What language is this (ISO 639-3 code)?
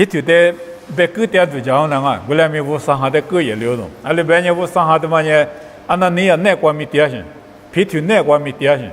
lis